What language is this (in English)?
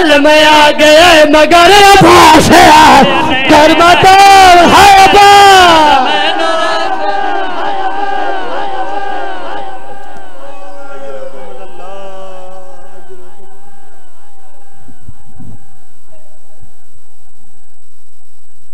Urdu